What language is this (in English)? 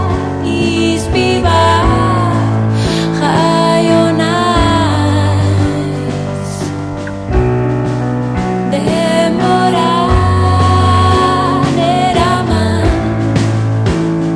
Basque